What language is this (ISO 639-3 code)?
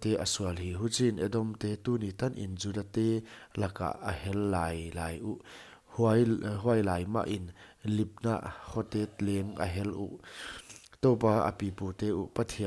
pck